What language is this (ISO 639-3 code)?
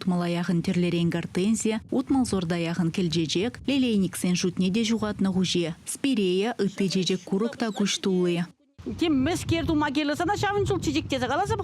chv